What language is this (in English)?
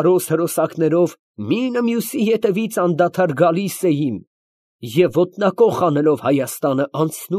Armenian